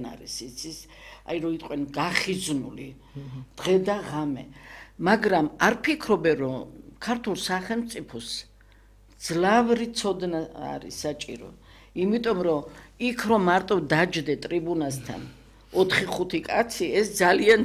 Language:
Georgian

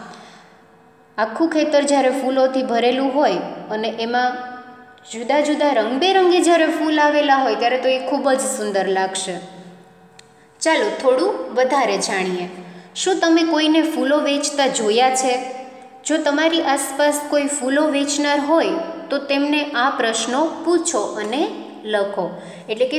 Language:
Gujarati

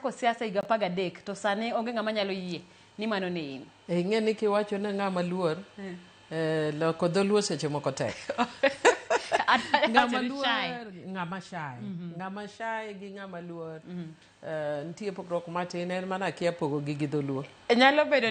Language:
Luo (Kenya and Tanzania)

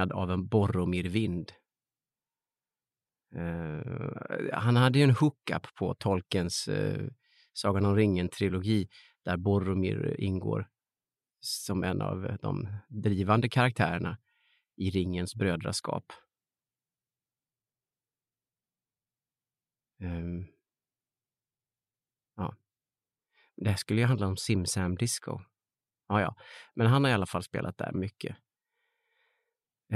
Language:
Swedish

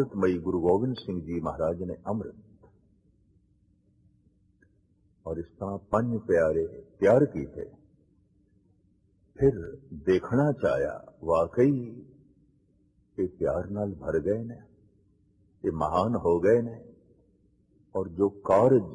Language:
Punjabi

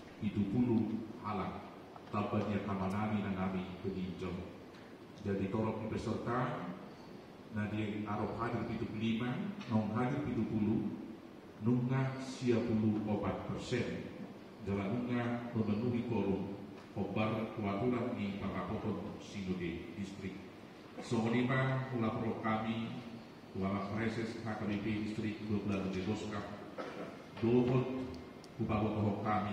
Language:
Batak Toba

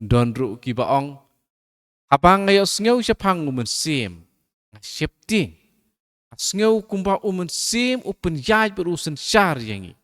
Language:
Khasi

